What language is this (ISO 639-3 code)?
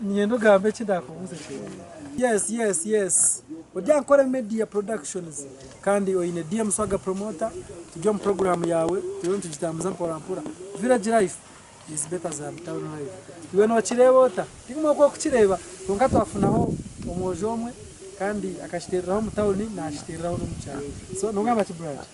nyn